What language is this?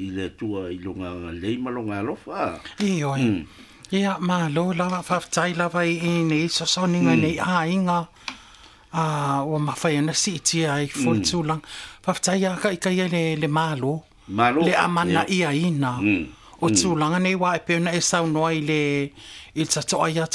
Samoan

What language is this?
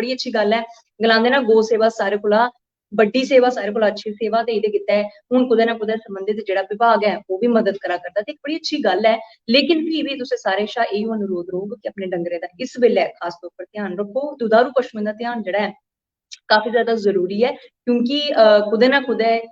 Dogri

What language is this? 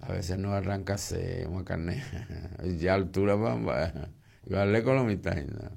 Guarani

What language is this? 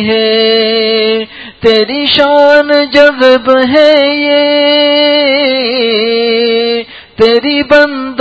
Urdu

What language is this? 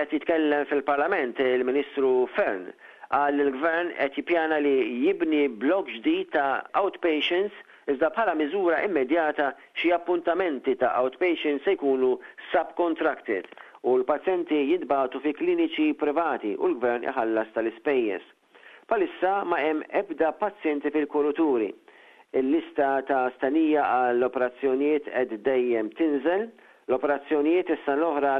Maltese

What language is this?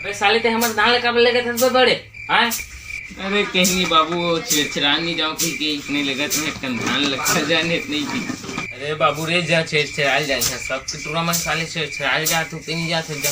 Chhattisgarhi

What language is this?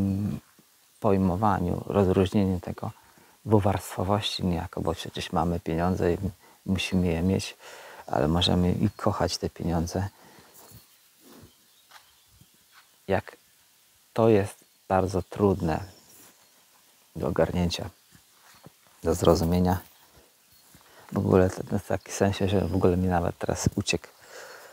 Polish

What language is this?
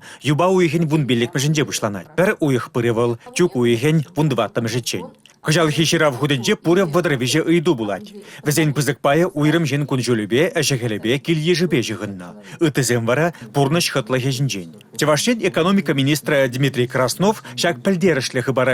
Chuvash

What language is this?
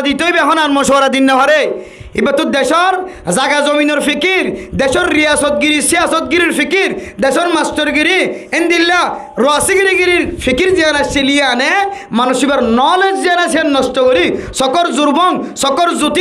Rohingya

